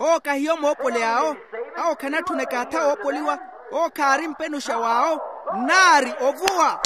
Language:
Makhuwa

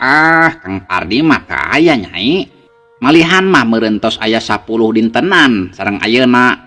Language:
Sundanese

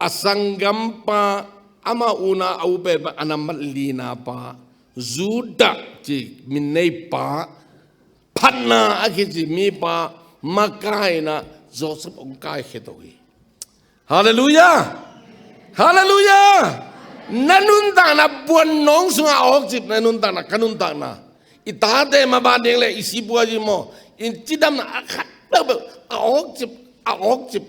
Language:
Tedim Chin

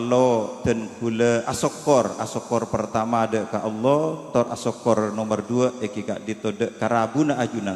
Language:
Madurese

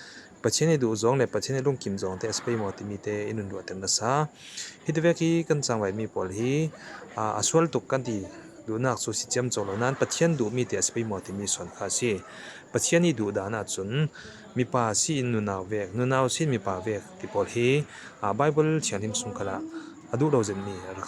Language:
Falam Chin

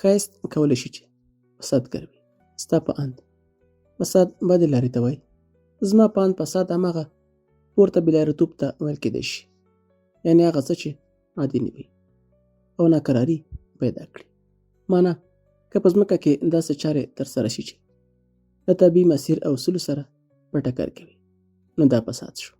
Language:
Pashto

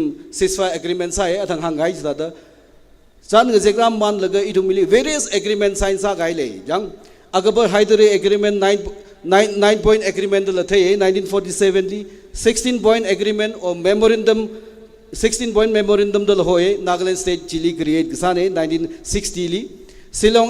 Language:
Tangkhul Naga (India)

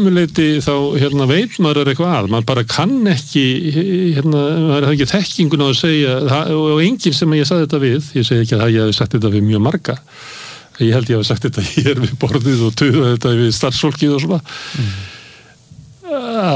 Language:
Icelandic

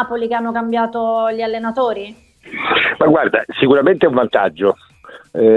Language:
Italian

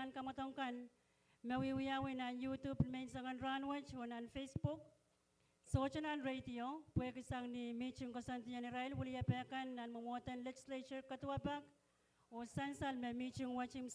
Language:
Pohnpeian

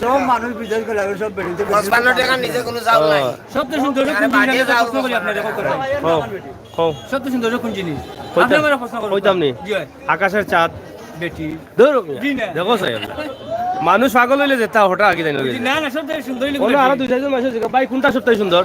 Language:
Sylheti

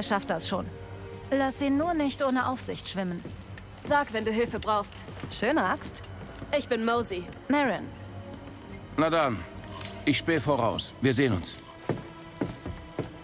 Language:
German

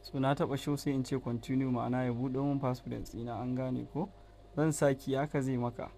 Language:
Hausa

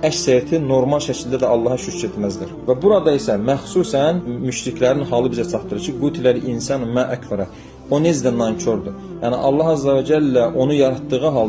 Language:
Azerbaijani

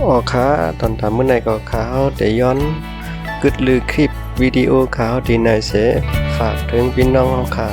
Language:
Shan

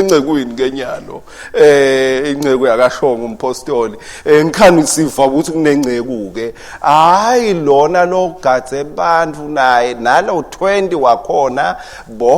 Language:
Swati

